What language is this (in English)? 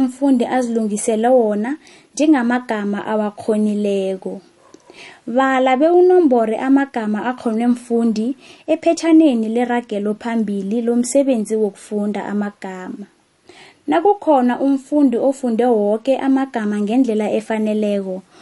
South Ndebele